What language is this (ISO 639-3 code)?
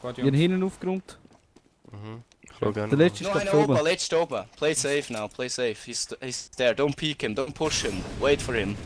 gsw